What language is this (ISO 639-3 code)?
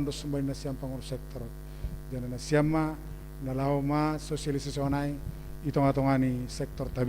bts